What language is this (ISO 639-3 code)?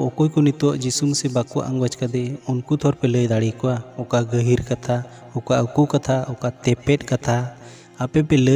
sat